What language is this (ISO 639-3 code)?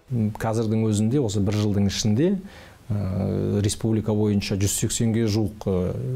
kaz